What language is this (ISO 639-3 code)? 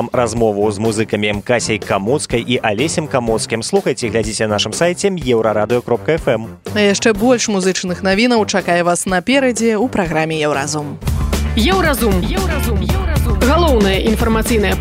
bel